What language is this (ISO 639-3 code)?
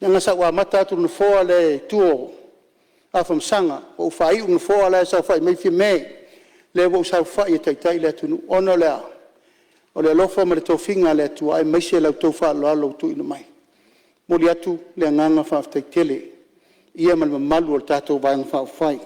smo